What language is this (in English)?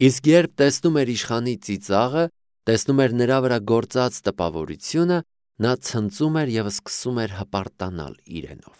Armenian